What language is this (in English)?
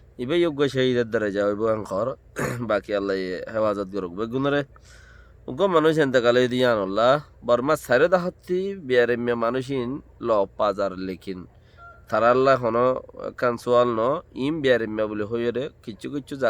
Rohingya